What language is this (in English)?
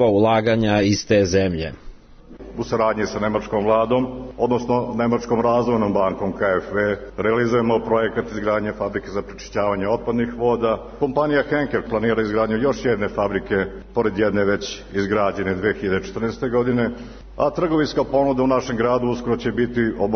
Serbian